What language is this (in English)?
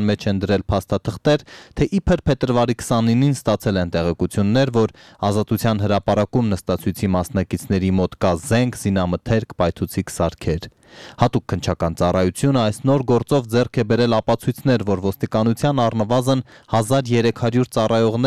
Armenian